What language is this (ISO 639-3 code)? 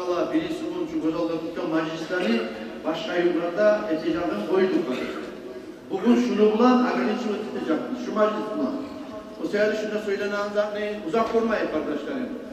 kum